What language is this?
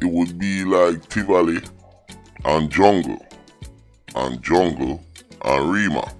Jamaican Creole English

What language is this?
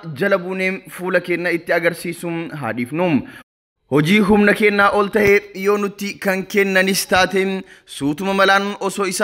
Oromo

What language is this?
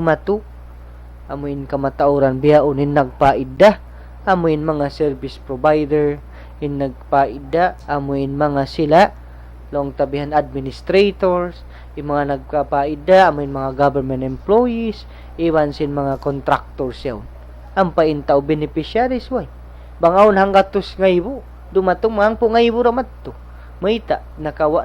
Tausug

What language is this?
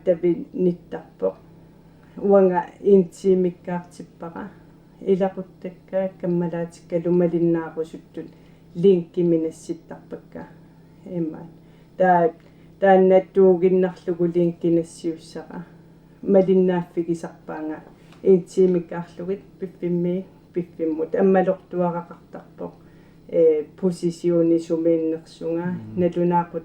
Kalaallisut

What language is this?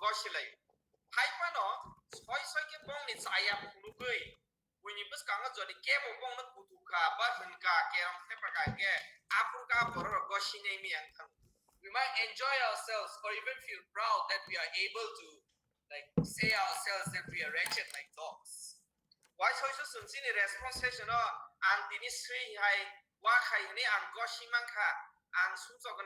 Kok Borok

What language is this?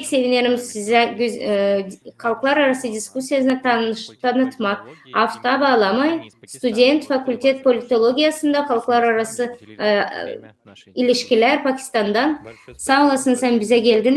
Gagauz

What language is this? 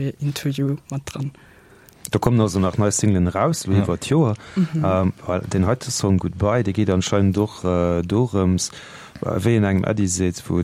Luxembourgish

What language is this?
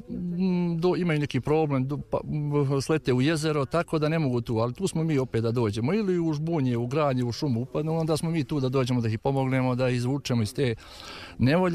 Serbian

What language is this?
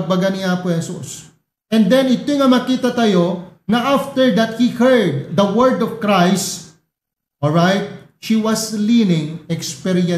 Iloko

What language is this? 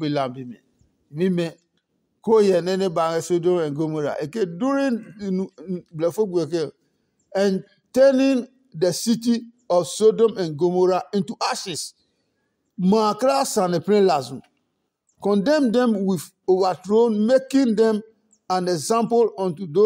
Adangme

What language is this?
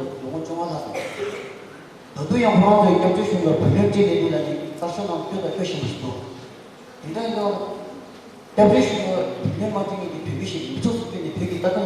Tibetan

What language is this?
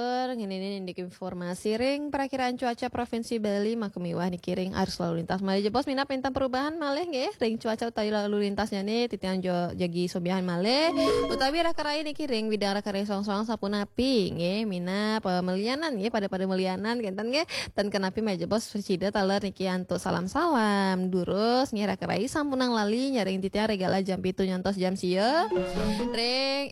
Balinese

